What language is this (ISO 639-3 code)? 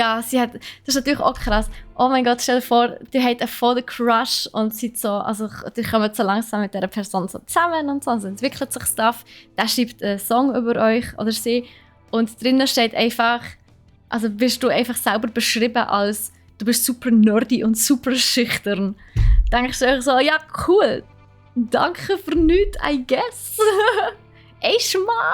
gsw